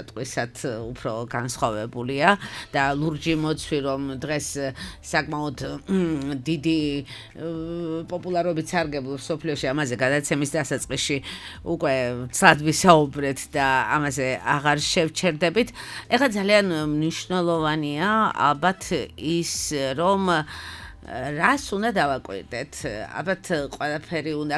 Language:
Georgian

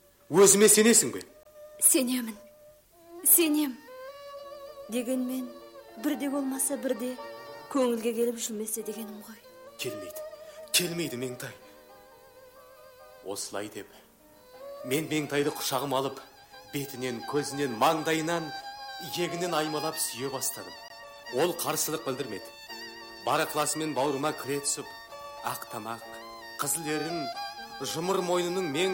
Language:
Kazakh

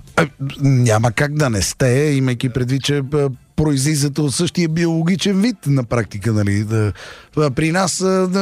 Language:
Bulgarian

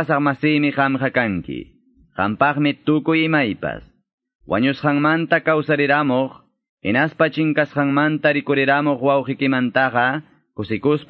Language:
Ayacucho Quechua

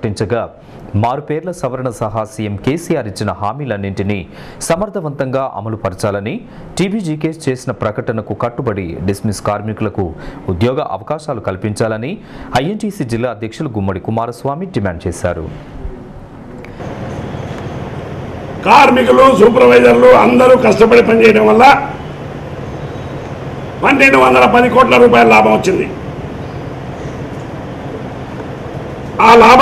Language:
Telugu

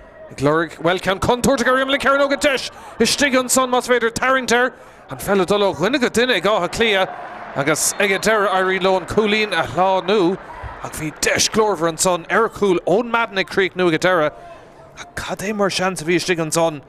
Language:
Irish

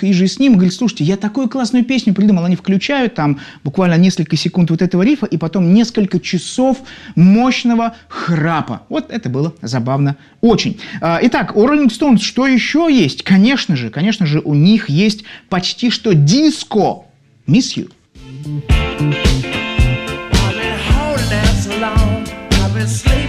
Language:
Russian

